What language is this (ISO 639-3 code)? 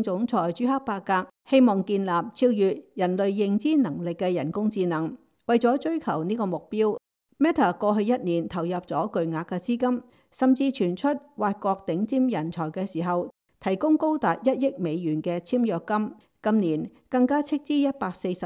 yue